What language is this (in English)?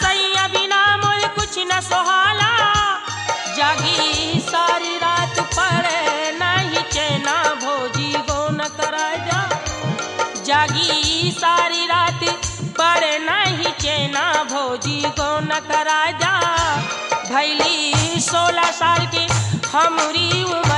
Bhojpuri